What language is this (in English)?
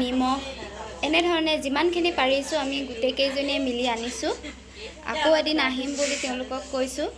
Assamese